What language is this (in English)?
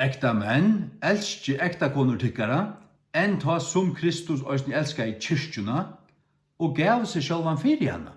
Faroese